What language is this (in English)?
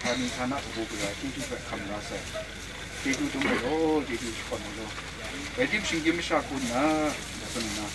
Kachin